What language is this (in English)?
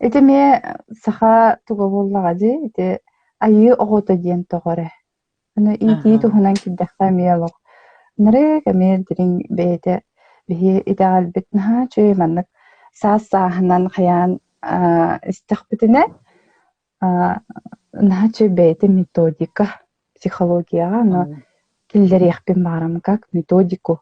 Yakut